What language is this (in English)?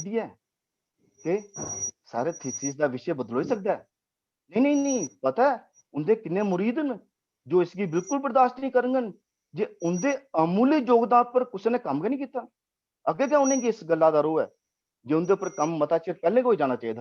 Dogri